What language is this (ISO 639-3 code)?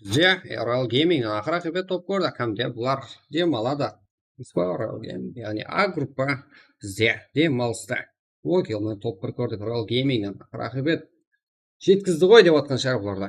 kaa